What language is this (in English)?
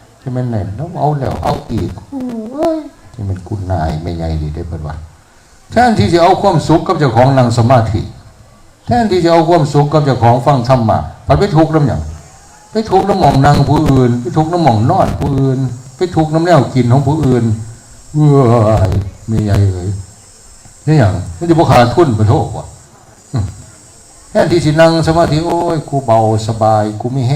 Northeastern Thai